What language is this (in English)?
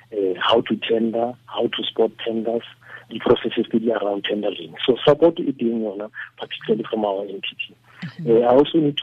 Tswana